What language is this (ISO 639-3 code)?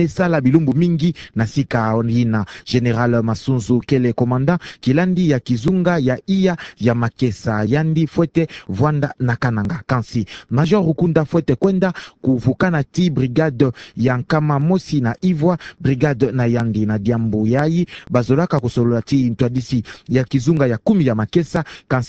ktu